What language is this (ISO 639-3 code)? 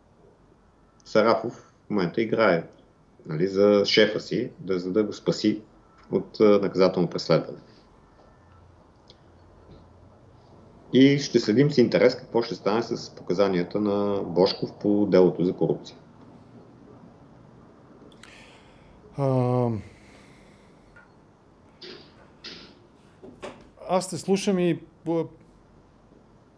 bul